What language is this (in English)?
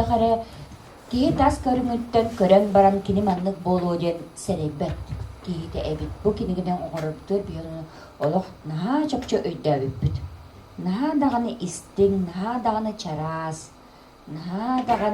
Yakut